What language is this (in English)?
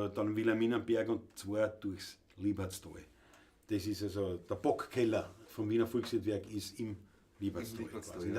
Bavarian